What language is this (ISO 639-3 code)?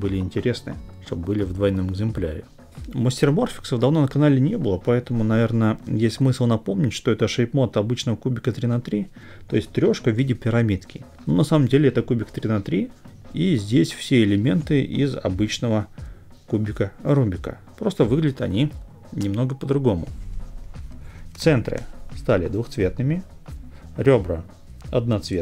rus